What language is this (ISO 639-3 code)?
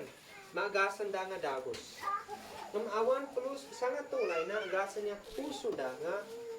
isd